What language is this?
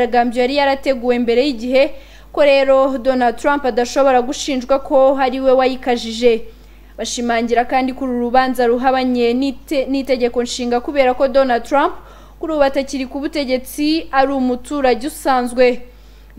Kinyarwanda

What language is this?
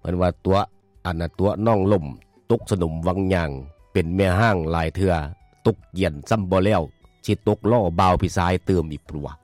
Lao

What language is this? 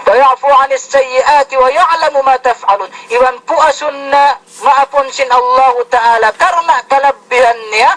Yakan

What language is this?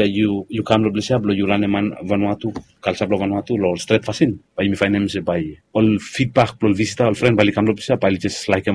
Bislama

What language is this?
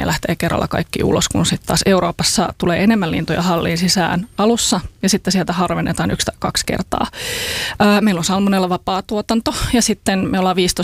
Finnish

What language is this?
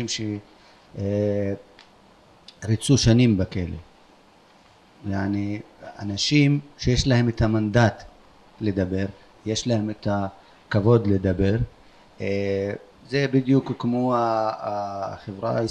Hebrew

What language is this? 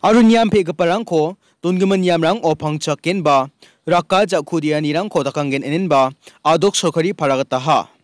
Garo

